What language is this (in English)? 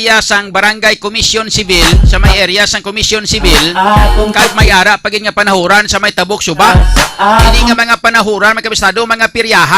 Hiligaynon